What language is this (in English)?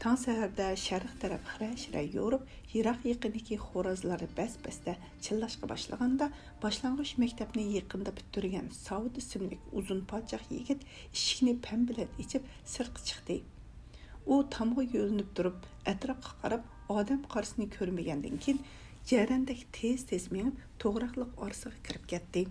Uyghur